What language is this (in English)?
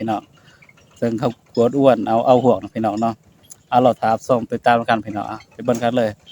Northeastern Thai